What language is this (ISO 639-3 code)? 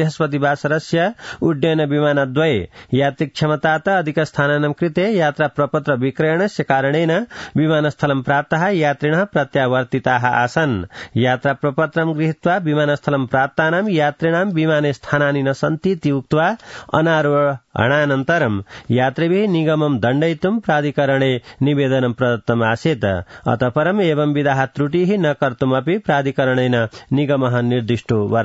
san